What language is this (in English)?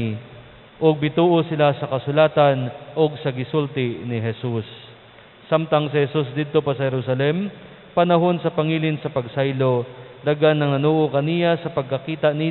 Cebuano